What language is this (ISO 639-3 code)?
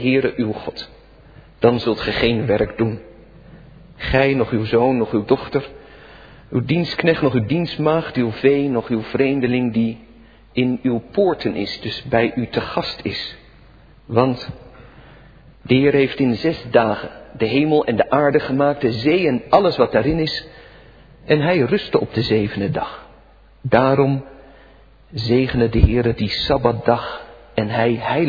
nld